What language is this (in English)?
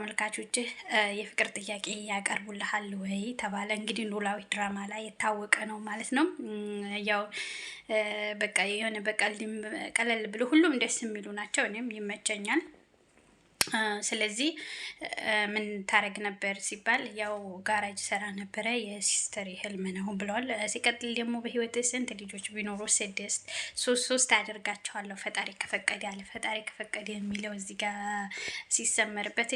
Amharic